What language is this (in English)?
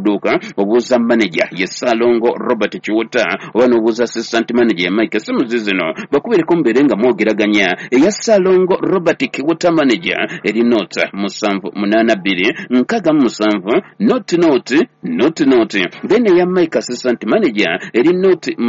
Ganda